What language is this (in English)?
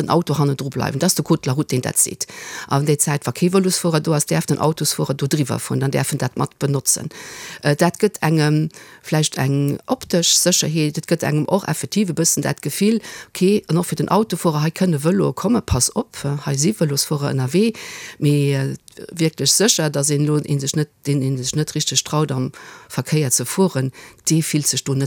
Luxembourgish